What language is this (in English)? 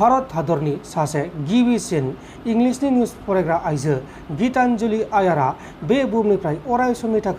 Bodo